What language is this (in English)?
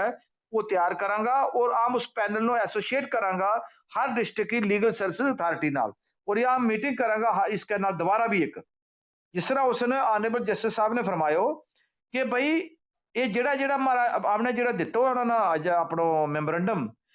Gujari